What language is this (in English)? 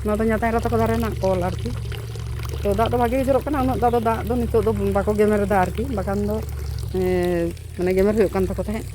Santali